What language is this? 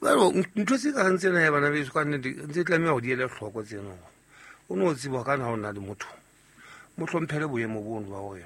Southern Sotho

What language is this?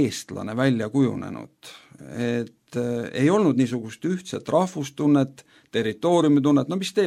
Estonian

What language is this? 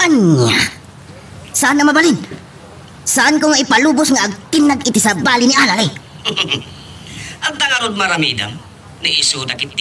Iloko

